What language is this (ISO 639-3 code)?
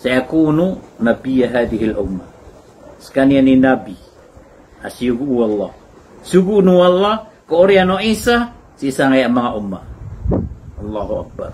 mrw